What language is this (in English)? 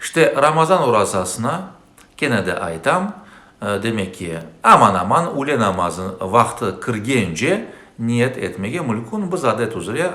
Crimean Tatar